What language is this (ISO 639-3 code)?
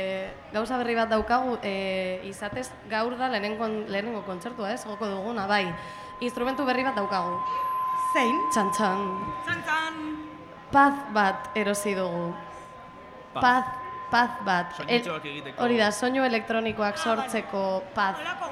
eus